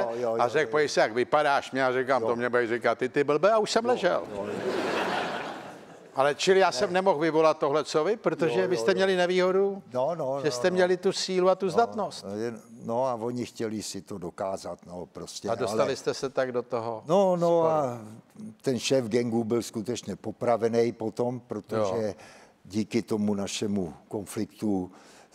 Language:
Czech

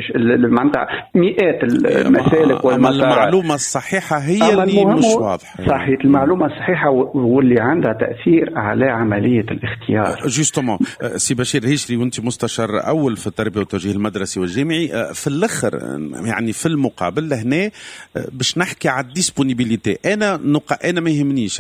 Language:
Tunisian Arabic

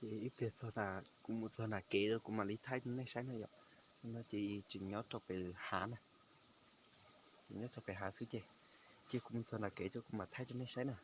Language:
Hmong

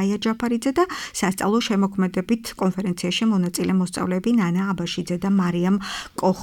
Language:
Georgian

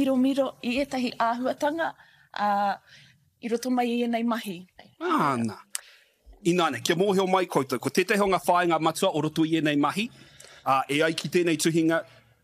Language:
Māori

